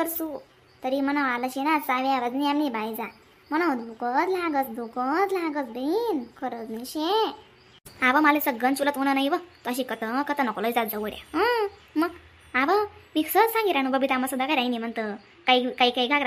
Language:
Khandesi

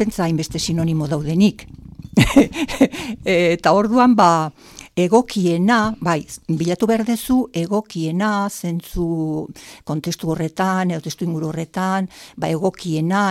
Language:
Basque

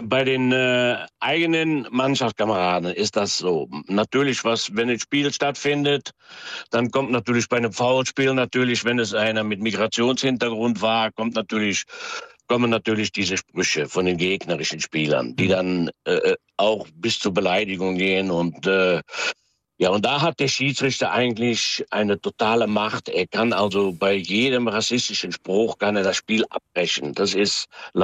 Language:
German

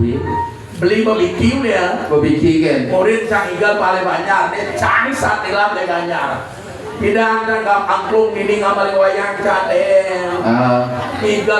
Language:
Balinese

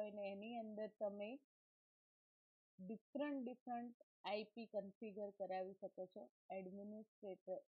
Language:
Gujarati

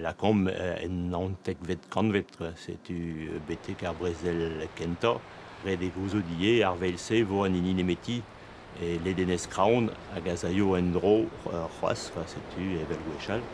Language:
Breton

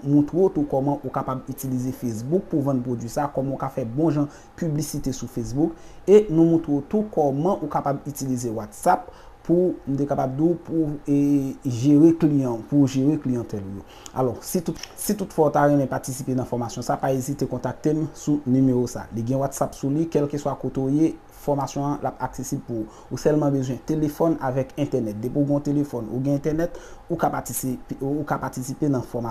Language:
Haitian Creole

